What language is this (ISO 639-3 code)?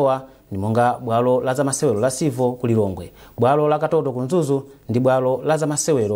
nya